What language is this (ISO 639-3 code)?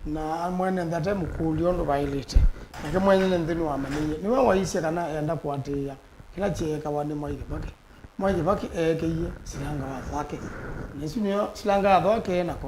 kam